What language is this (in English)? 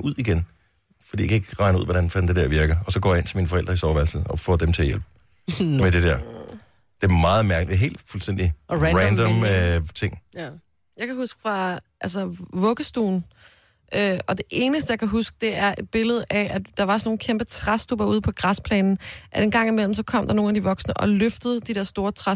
Danish